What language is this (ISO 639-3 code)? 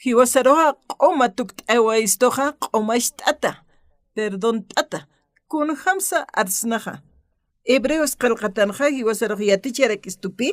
aym